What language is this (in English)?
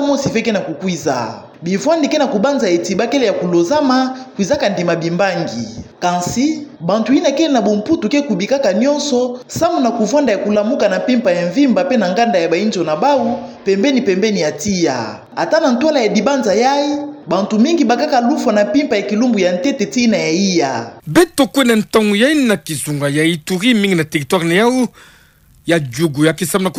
Kituba (Democratic Republic of Congo)